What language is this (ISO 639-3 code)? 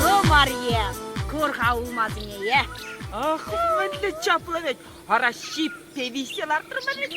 chv